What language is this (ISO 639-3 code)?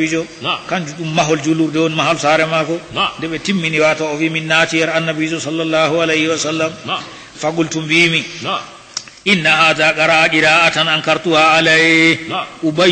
ful